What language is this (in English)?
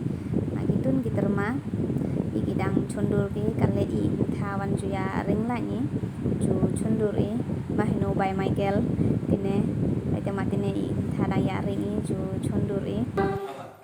Khasi